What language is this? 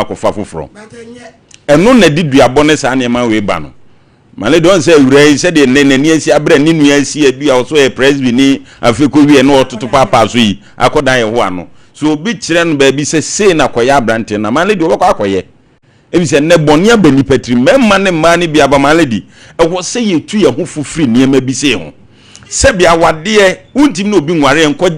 Akan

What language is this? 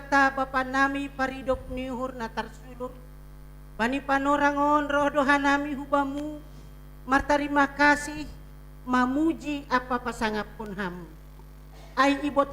Batak Simalungun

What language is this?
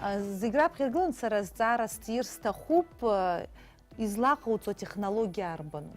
Abkhazian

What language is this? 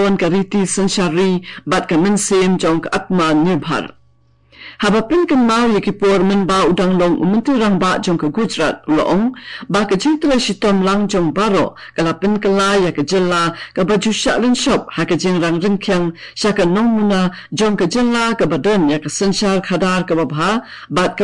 Khasi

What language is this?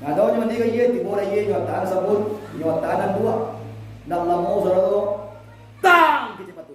Minangkabau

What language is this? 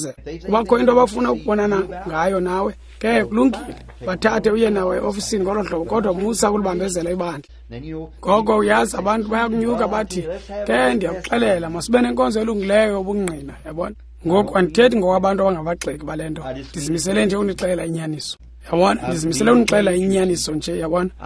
Xhosa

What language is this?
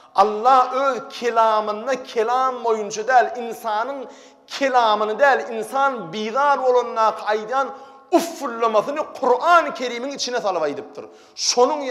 Turkmen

